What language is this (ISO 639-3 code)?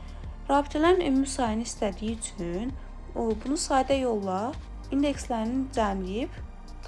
aze